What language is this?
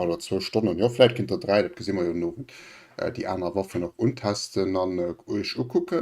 Luxembourgish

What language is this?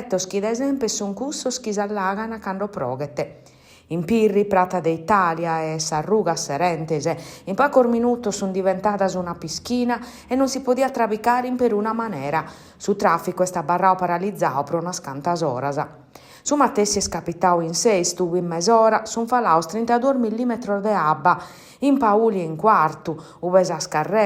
Sardinian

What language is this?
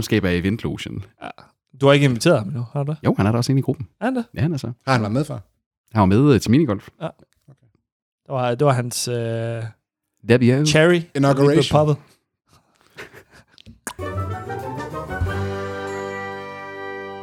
Danish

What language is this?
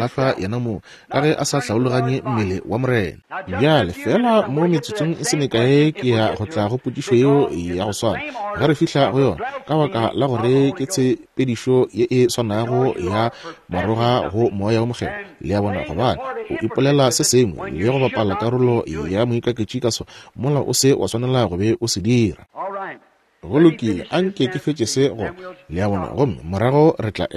Northern Sotho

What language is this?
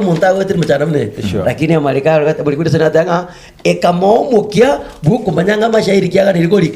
Gusii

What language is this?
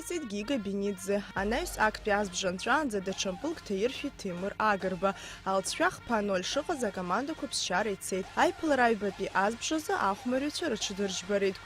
Abkhazian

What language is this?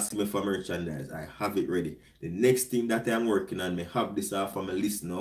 Jamaican Creole English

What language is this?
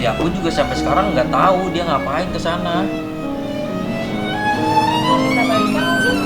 Betawi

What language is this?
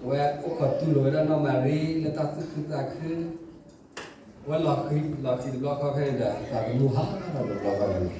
S'gaw Karen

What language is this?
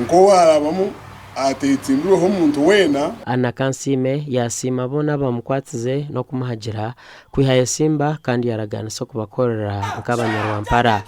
Nyankole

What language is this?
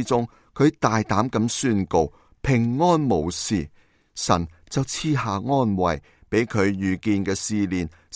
Cantonese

